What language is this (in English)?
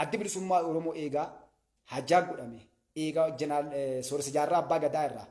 Oromo